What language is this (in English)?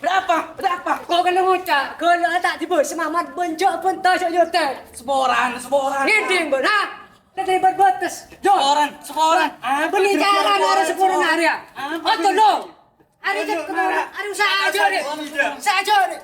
Madurese